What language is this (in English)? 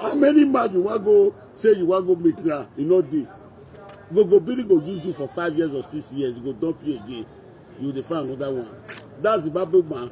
Nigerian Pidgin